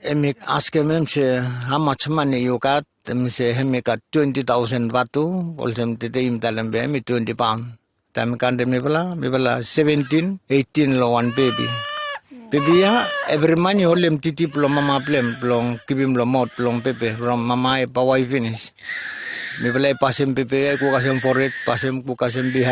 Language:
Bislama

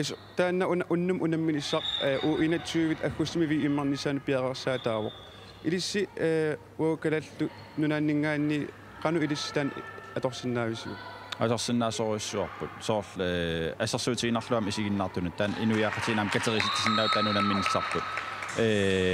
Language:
Kalaallisut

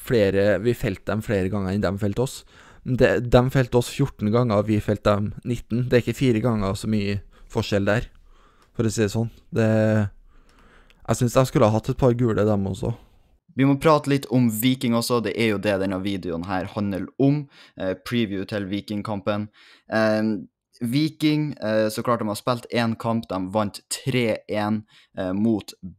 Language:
Norwegian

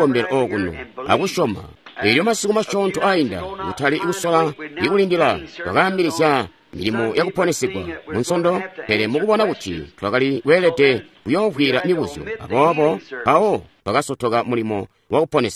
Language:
Tonga (Zambia)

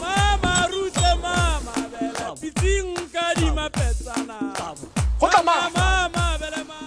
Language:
Tswana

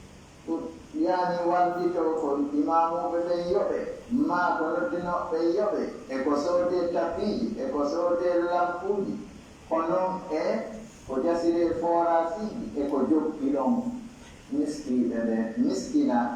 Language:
Pular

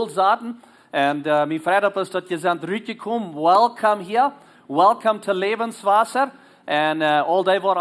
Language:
Plautdietsch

